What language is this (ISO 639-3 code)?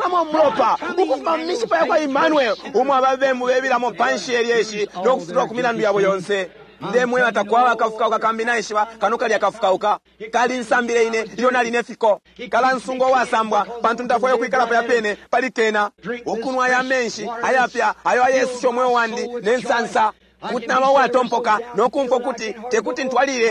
bem